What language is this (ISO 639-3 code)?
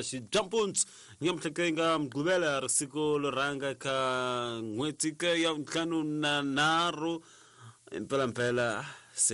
tso